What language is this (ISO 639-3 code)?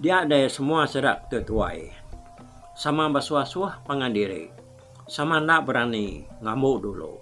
iba